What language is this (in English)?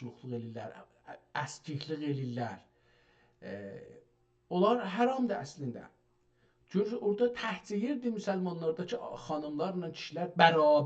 South Azerbaijani